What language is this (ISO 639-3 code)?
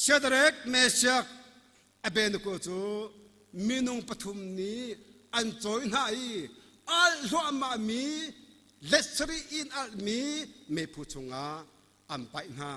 cnh